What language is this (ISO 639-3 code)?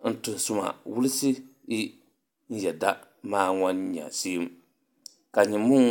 dag